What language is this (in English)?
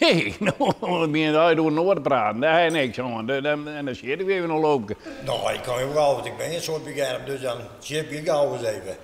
Western Frisian